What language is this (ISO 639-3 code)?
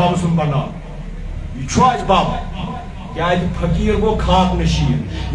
kas